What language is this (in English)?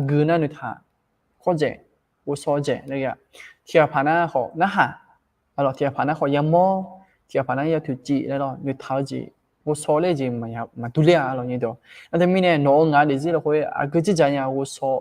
Akha